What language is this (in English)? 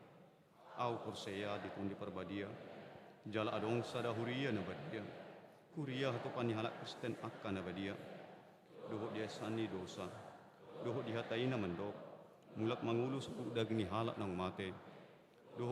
Batak Toba